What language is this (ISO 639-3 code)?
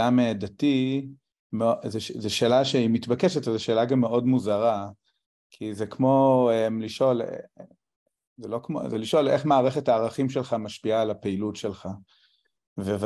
heb